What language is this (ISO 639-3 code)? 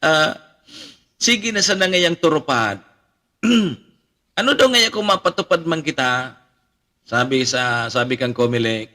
bik